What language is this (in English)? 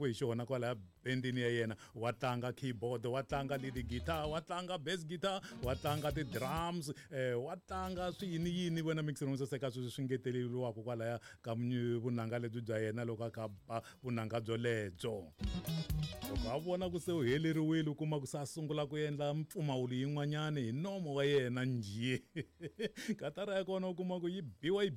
Tsonga